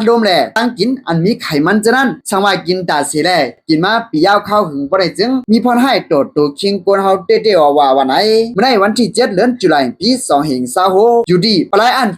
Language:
Shan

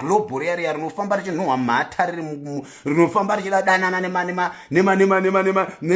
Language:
Shona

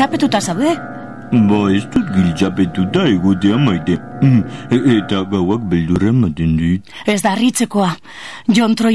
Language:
Basque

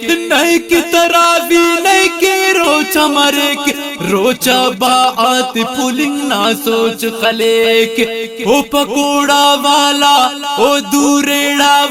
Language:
Brahui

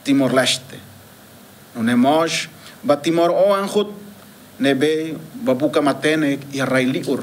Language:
Tetum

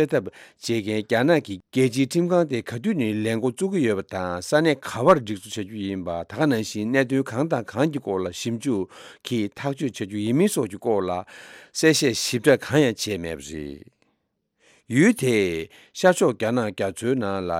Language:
Tibetan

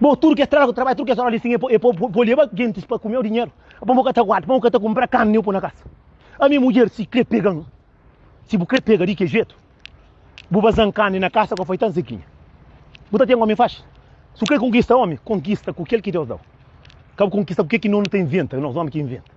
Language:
Kabuverdianu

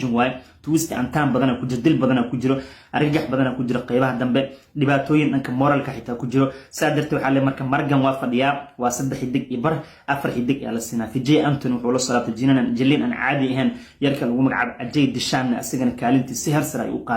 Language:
Somali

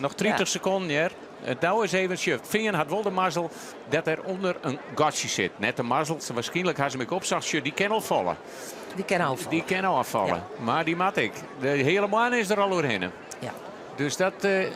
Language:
Western Frisian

